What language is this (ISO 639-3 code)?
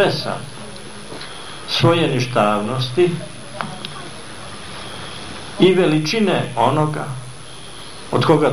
srp